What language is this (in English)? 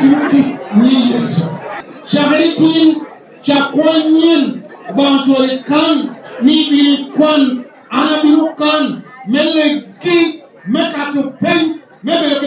Lango (Uganda)